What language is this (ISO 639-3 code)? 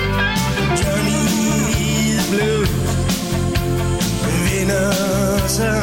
dan